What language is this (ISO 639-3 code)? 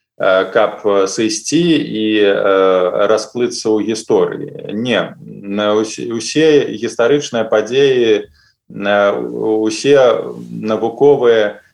bel